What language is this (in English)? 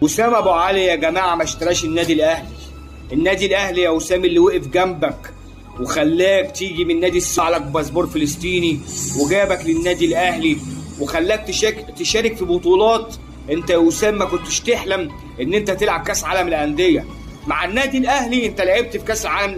Egyptian Arabic